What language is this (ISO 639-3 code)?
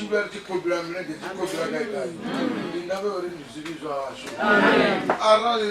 ven